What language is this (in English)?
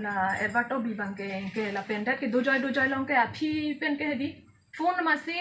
Karbi